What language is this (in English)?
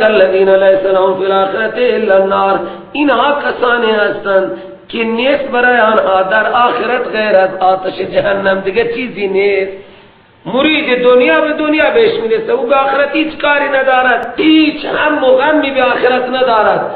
Persian